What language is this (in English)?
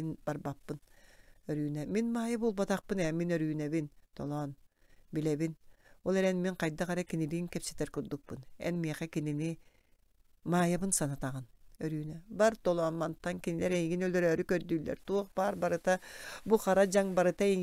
Yakut